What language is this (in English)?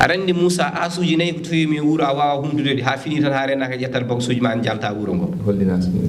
Fula